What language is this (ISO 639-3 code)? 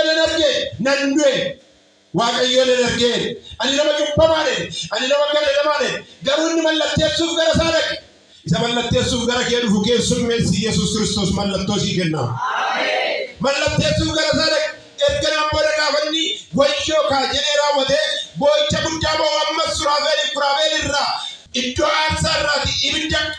orm